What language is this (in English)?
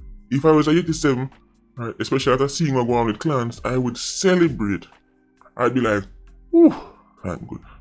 Jamaican Creole English